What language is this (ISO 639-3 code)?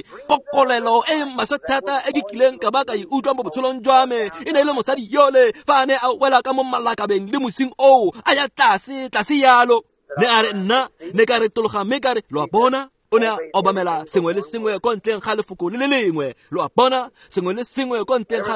tsn